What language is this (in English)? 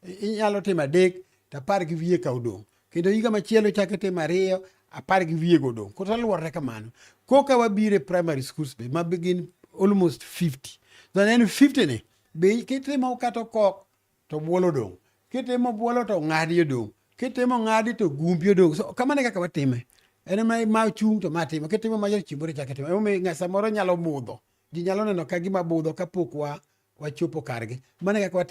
Luo (Kenya and Tanzania)